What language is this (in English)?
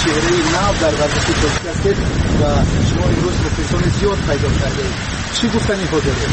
Tajik